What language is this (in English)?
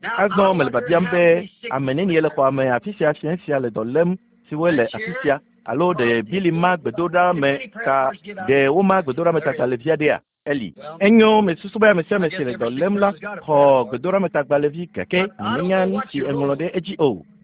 Ewe